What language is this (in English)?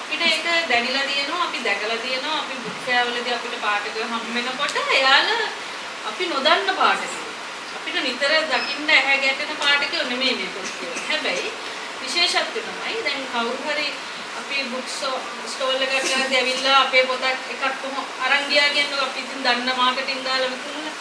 Sinhala